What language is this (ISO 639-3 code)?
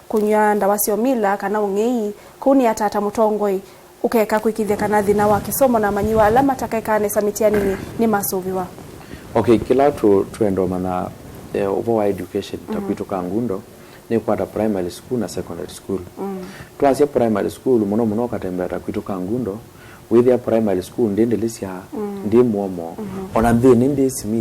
kam